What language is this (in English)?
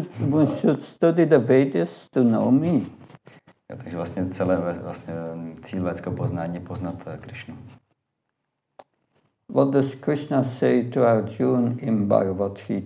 Czech